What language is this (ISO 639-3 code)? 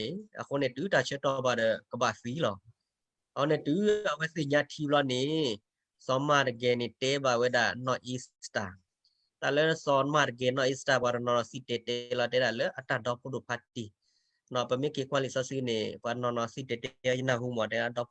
ksw